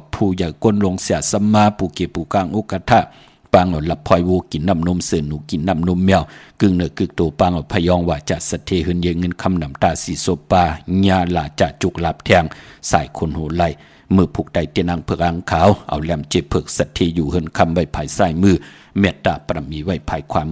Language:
Shan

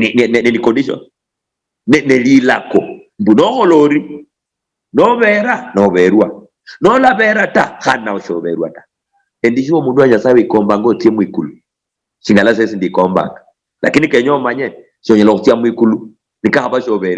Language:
Luyia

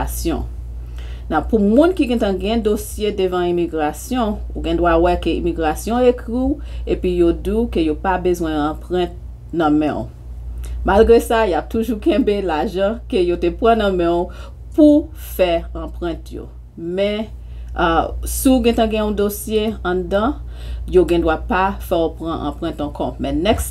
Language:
Haitian Creole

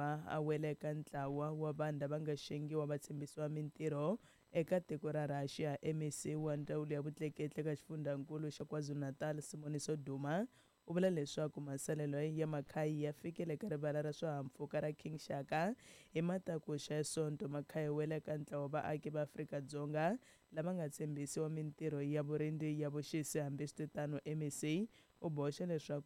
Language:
Tsonga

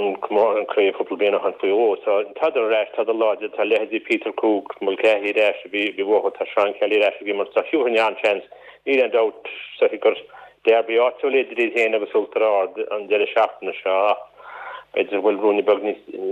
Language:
Irish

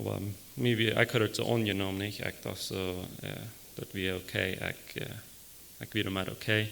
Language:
Plautdietsch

